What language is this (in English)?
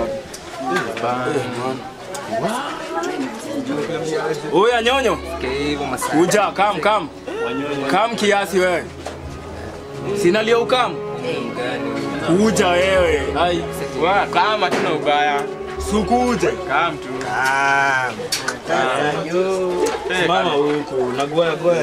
Swahili